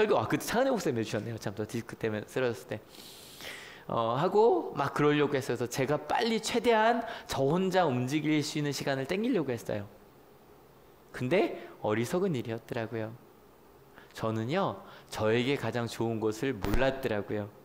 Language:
Korean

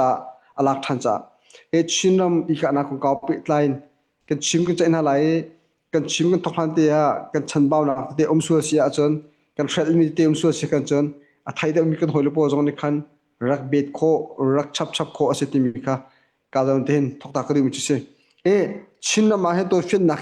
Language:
Hakha Chin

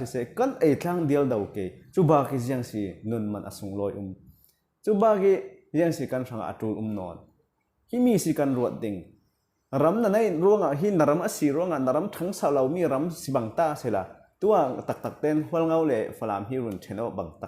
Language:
Falam Chin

